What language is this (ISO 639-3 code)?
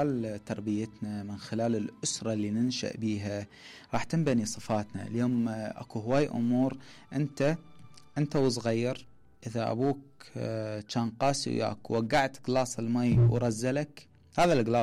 acm